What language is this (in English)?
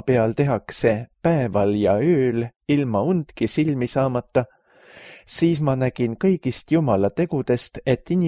Estonian